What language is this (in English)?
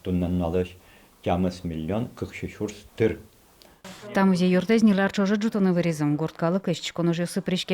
Udmurt